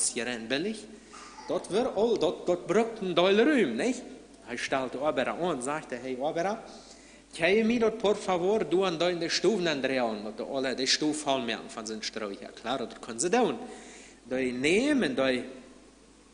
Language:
Plautdietsch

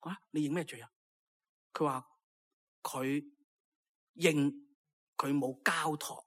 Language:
Cantonese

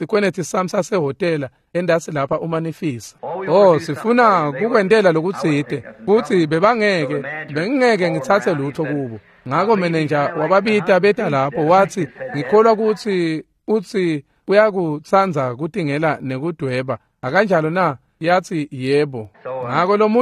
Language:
Swati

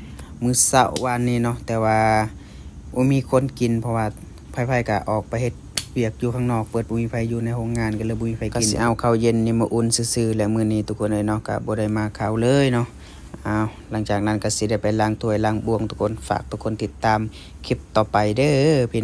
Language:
Lao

